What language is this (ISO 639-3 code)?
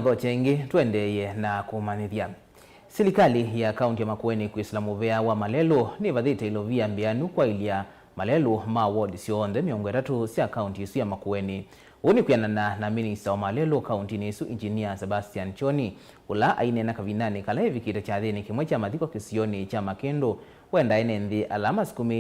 kam